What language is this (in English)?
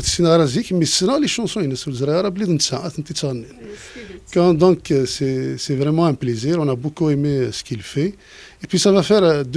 Kabyle